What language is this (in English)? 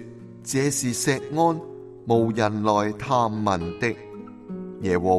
Cantonese